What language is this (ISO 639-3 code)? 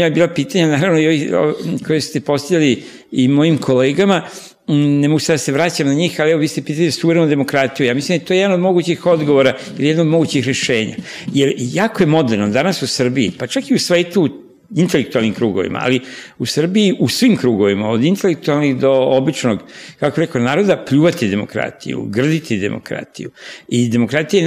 srp